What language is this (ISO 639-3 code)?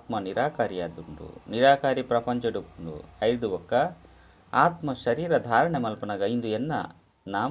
tcy